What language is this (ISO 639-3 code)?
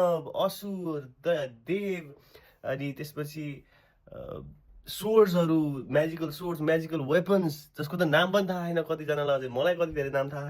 nep